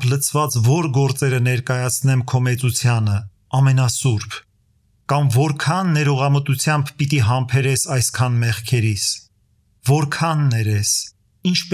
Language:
Armenian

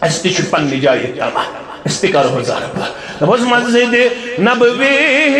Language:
Kashmiri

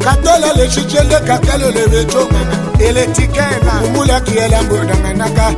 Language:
Tetela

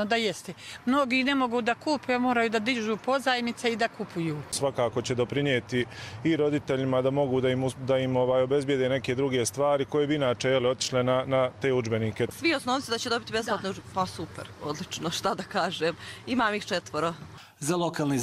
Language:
Croatian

